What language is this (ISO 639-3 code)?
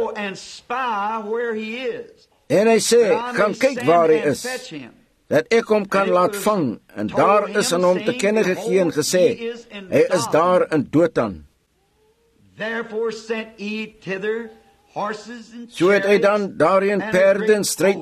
afr